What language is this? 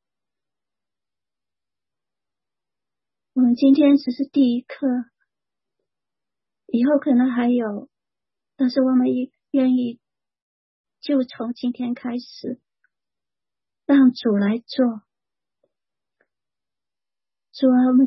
Chinese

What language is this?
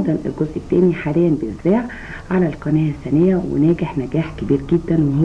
Egyptian Arabic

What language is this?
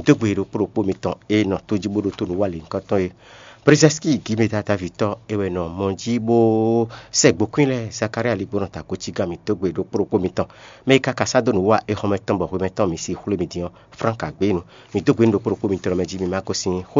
Fon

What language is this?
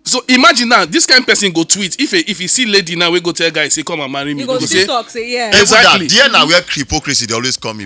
Nigerian Pidgin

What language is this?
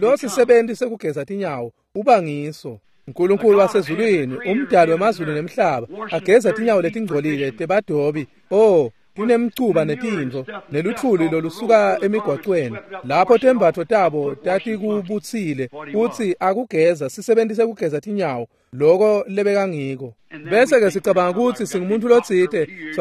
Swati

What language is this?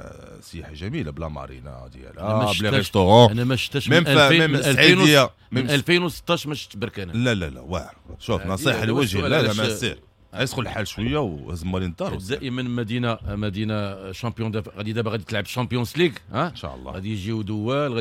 Moroccan Arabic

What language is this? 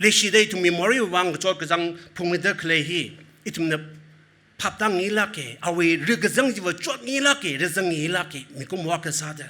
Tangkhul Naga (India)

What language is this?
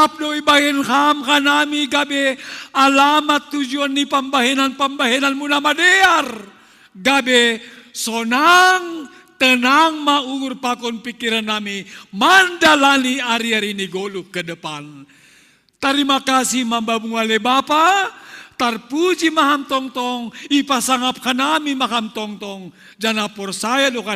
Batak Simalungun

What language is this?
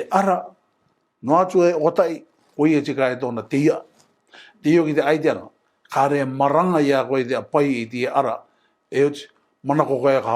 Rarotongan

